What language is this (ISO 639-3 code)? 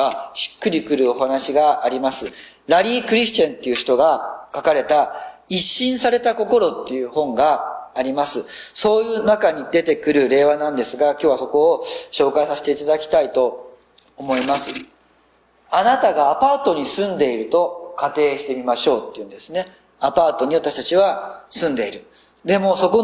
jpn